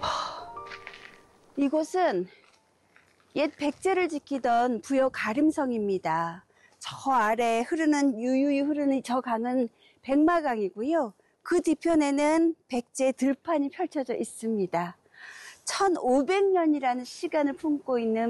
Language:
Korean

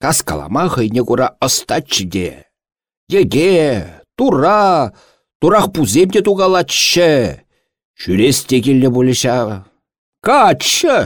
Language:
Chuvash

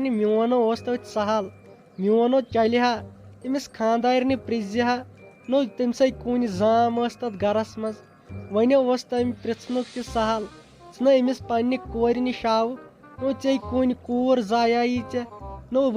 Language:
Kashmiri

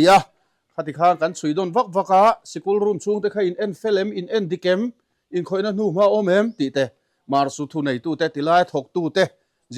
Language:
Mizo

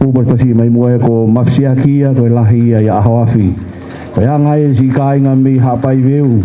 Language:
Tongan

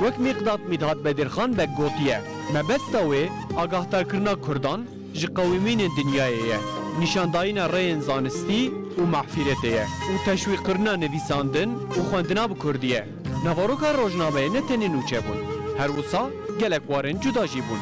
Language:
Kurdish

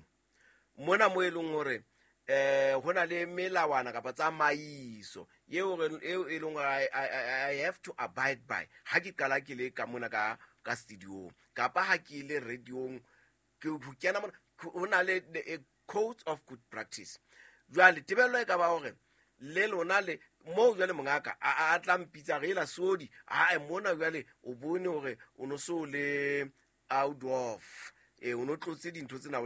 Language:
Southern Sotho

